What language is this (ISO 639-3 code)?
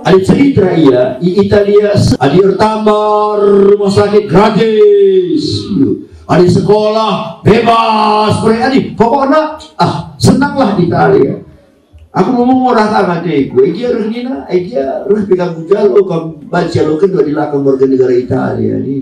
btx